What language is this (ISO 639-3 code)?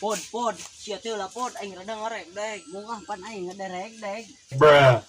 sun